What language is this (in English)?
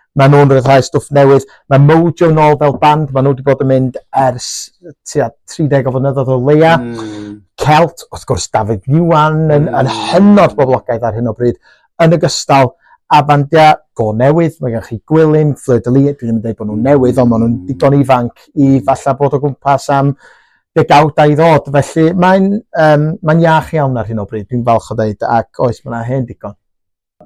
Welsh